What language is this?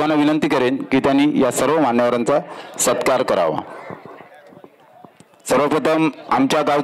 Marathi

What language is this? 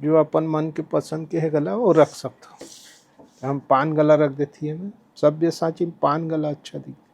Chhattisgarhi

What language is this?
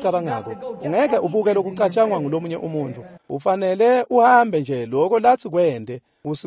Swati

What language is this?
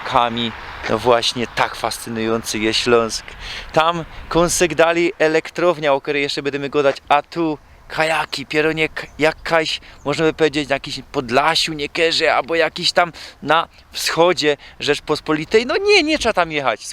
Silesian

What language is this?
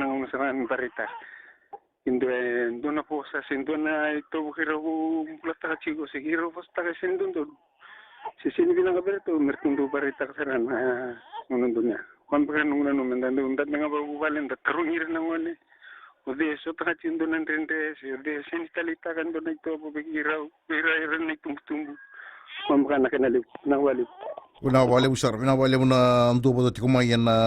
Fijian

